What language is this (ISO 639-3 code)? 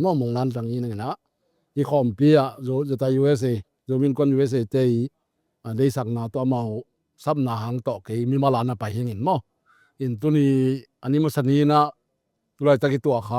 ctd